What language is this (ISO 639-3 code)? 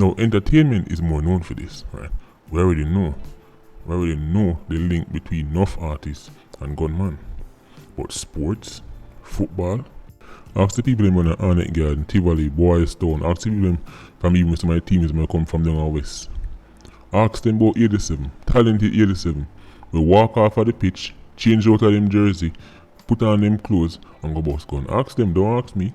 jam